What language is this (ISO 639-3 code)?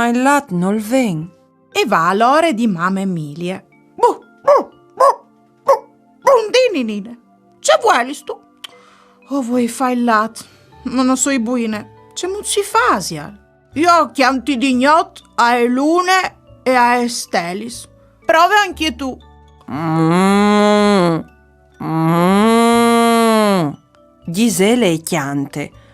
fur